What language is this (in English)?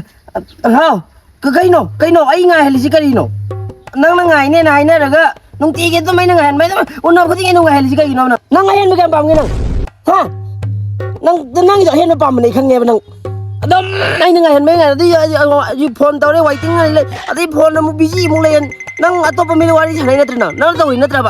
Manipuri